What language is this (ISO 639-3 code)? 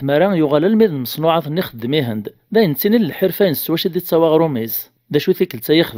kab